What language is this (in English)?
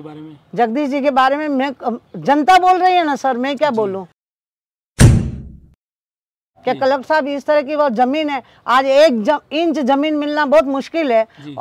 Hindi